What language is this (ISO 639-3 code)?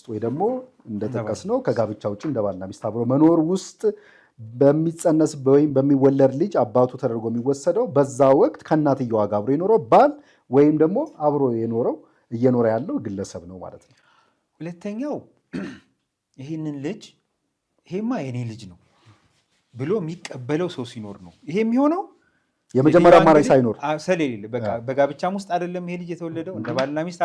amh